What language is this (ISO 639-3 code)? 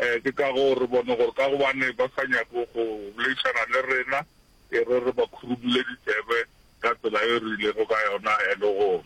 nso